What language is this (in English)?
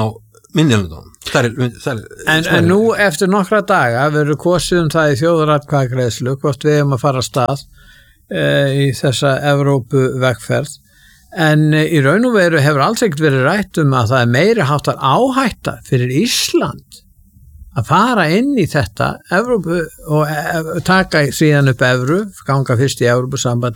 Icelandic